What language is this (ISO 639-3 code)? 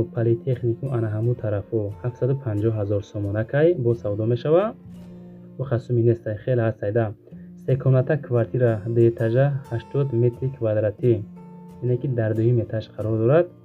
tgk